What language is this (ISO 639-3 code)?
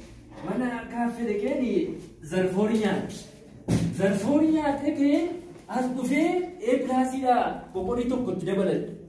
orm